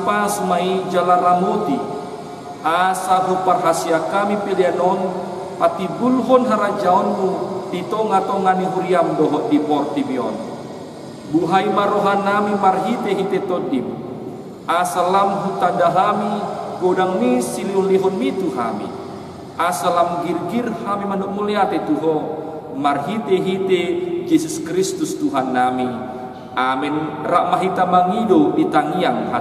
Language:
Batak Toba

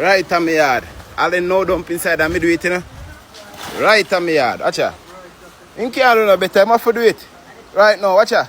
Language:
Jamaican Creole English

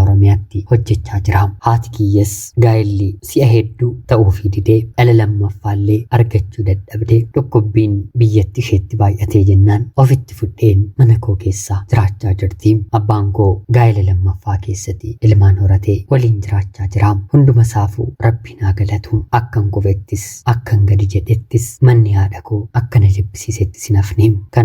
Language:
Oromo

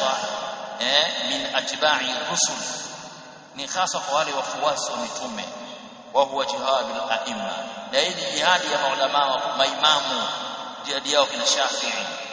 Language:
Swahili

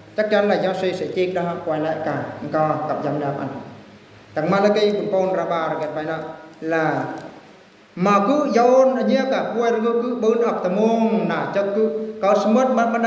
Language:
Eastern Bru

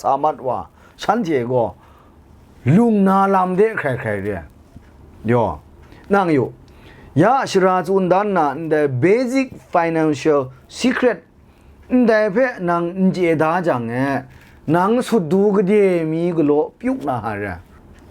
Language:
Kachin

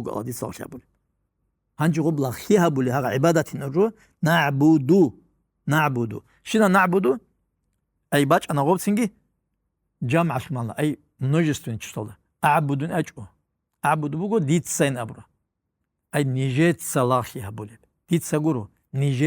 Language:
Avaric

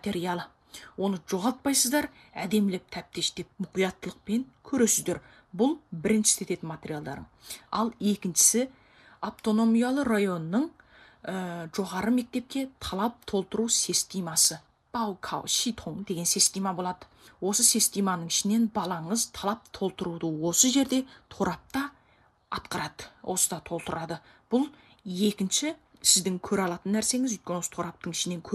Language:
Kazakh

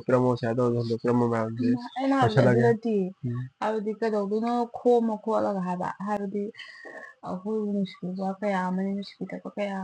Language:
Manipuri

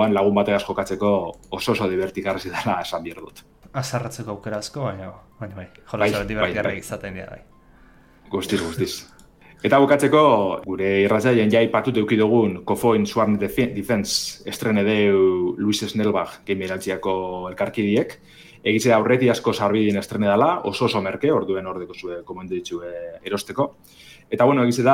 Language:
Basque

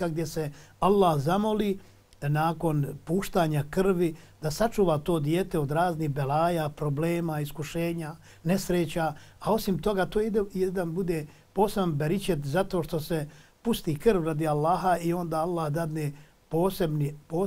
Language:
Bosnian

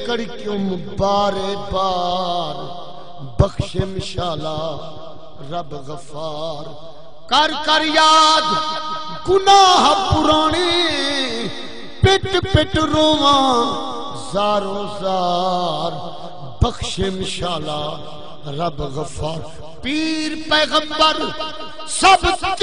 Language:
Saraiki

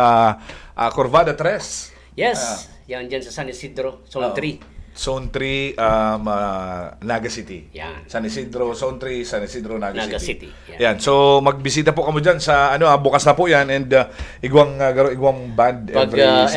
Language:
Bikol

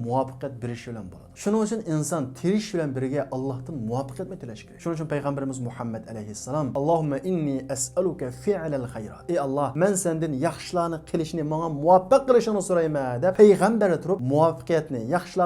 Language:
Uyghur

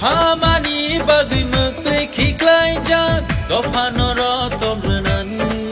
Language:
Kok Borok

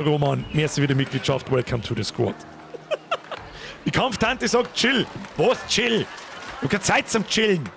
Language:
Bavarian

